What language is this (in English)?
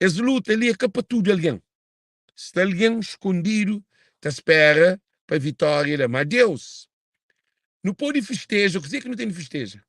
Kabuverdianu